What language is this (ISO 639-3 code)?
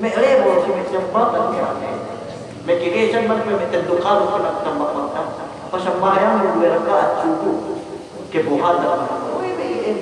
yka